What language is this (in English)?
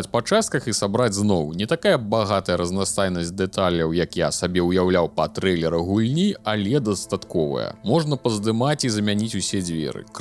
Belarusian